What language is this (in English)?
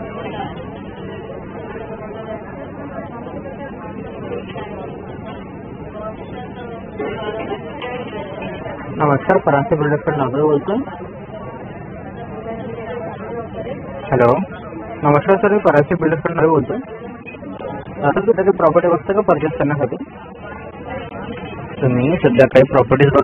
Marathi